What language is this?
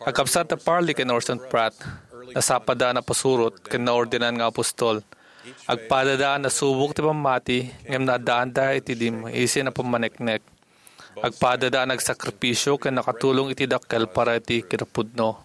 Iloko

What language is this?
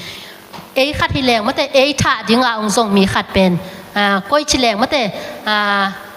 Tedim Chin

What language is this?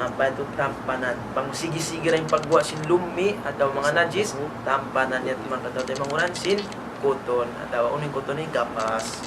Tausug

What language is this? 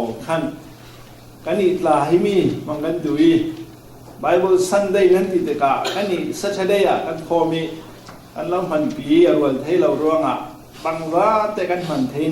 Falam Chin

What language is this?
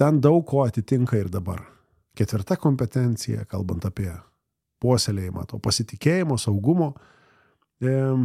Lithuanian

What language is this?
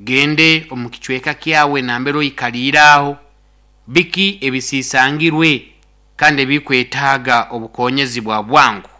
Nyoro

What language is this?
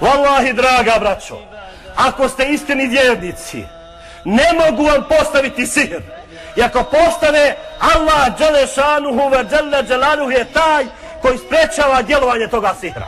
Bosnian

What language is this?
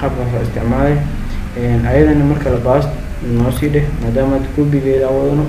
Somali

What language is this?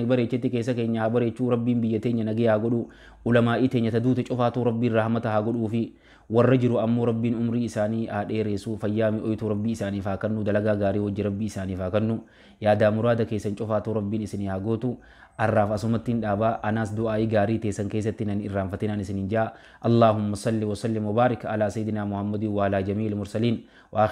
Oromo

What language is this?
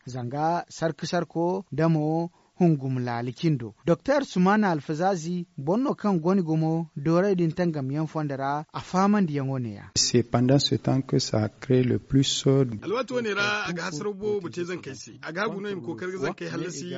Zarma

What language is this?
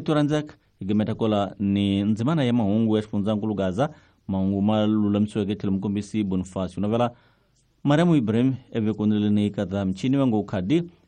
Tsonga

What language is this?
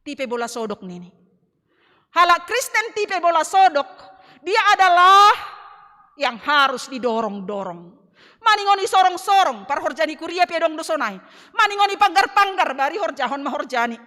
Batak Simalungun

